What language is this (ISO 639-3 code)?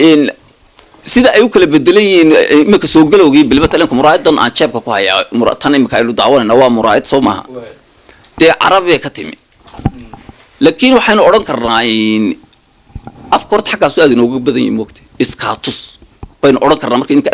som